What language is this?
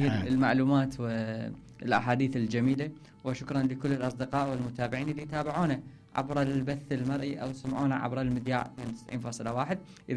Mesopotamian Arabic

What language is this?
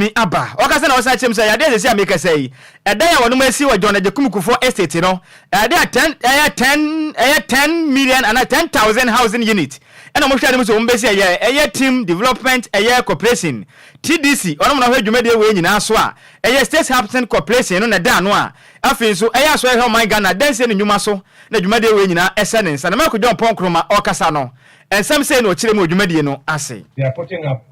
Akan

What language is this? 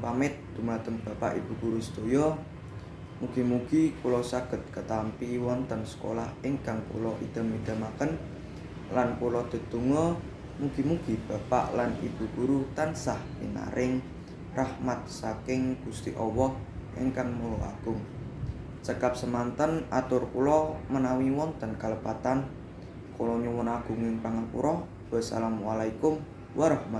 Javanese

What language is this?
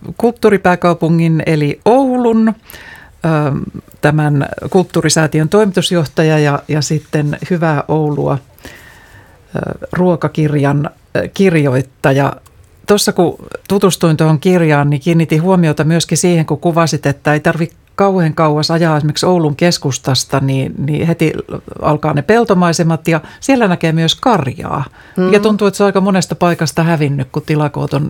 Finnish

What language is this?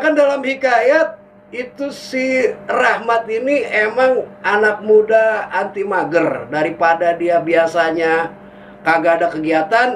Betawi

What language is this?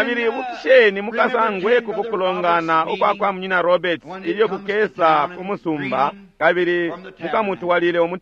Bemba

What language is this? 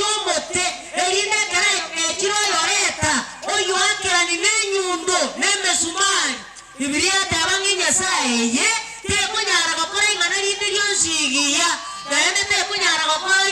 Gusii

